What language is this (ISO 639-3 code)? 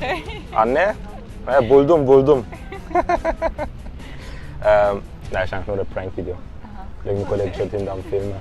gsw